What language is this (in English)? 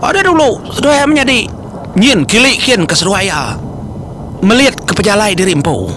Iban